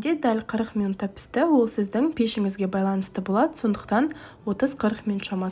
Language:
Kazakh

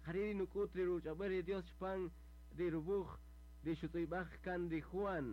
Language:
Kaqchikel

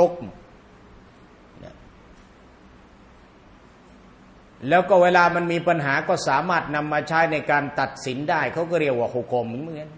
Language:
Thai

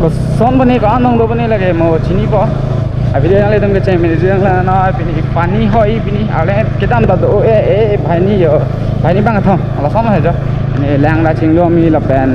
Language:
Karbi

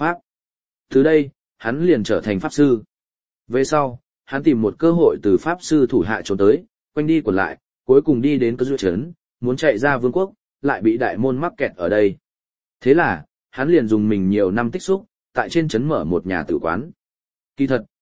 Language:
Vietnamese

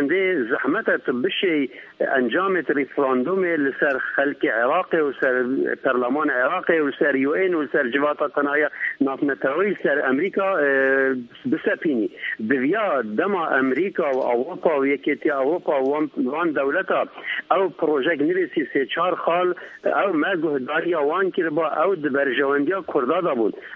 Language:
Kurdish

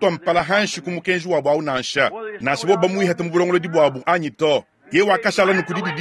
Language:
Luba-Lulua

